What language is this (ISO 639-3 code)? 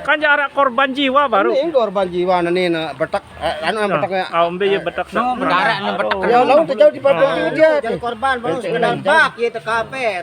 sas